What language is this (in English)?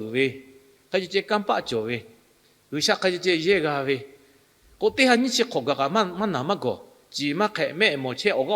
Lahu